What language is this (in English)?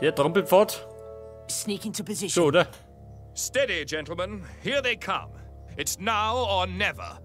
Bavarian